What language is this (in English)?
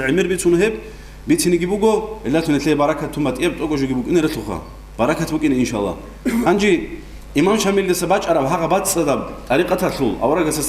Avaric